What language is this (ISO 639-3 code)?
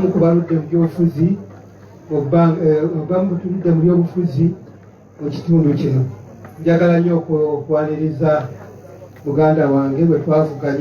lug